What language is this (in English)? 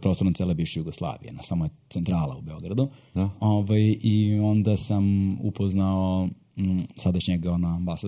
Serbian